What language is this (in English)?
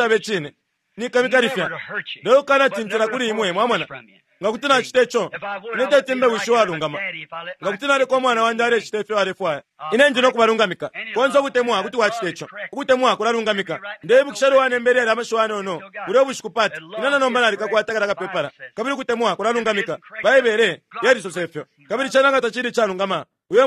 Bemba